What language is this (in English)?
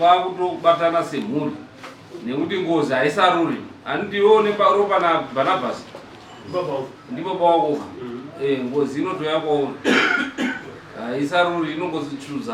Shona